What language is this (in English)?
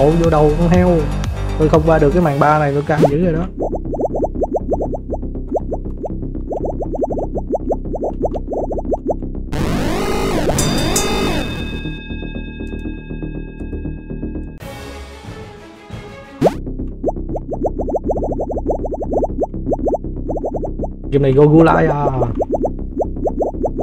Vietnamese